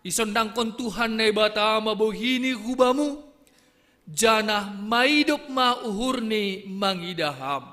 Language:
Batak Simalungun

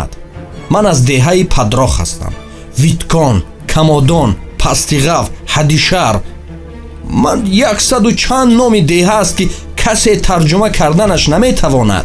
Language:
Tajik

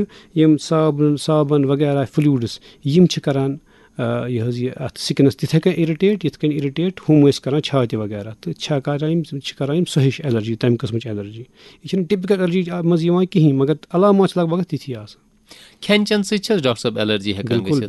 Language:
Kashmiri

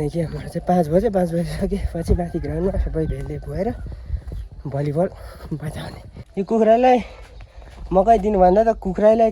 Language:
Nepali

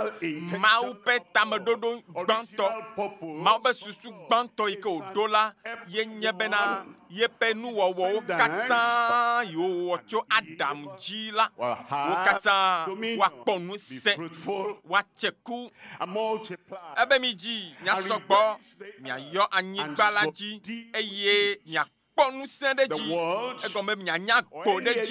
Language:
Ewe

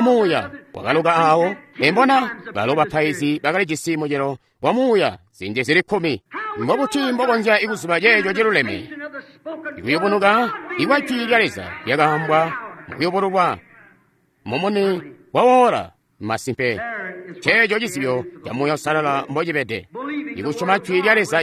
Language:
Tonga (Zambia)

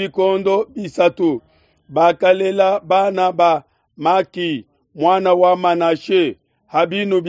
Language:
Luba-Lulua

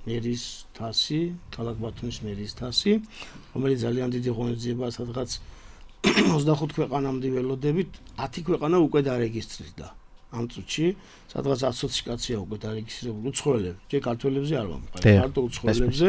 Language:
Georgian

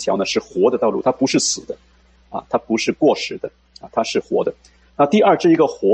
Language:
Chinese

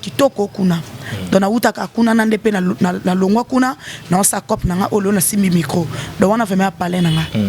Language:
Lingala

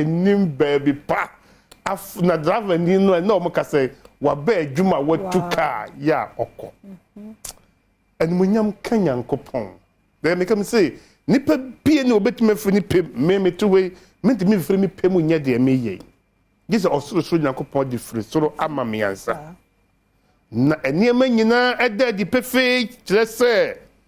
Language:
Akan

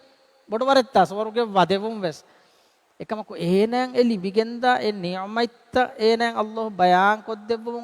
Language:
Divehi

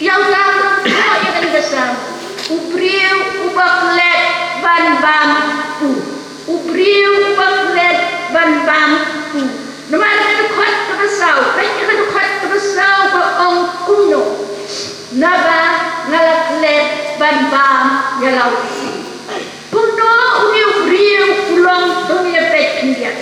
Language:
Khasi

